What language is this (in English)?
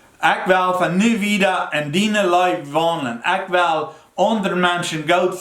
Plautdietsch